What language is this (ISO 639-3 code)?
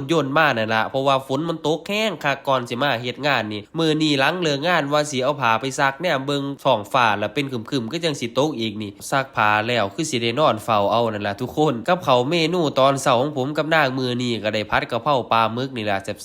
lao